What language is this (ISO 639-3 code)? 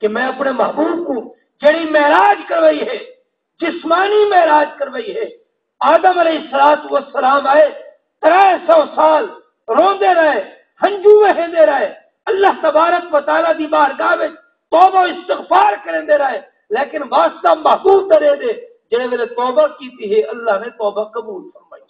skr